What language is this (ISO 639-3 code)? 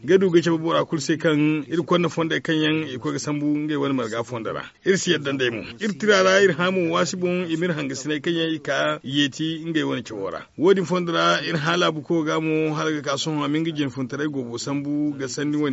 dje